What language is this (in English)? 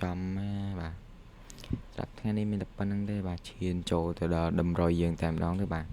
Khmer